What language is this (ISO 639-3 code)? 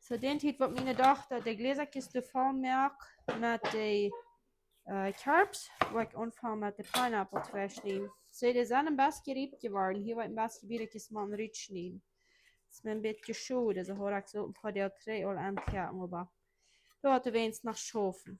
pdt